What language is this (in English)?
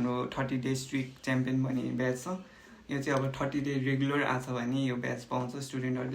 Nepali